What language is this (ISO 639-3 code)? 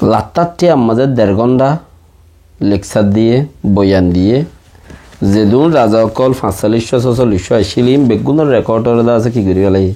rhg